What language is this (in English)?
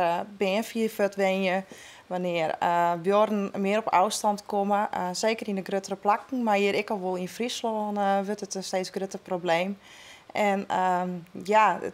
Western Frisian